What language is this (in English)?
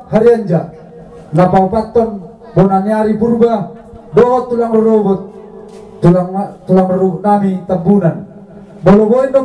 Batak Toba